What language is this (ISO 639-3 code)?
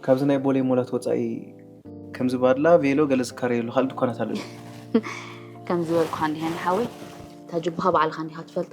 tir